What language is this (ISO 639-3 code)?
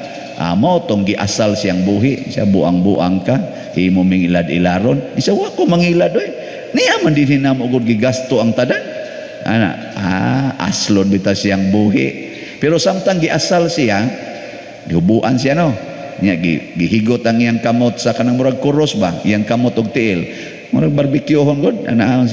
ceb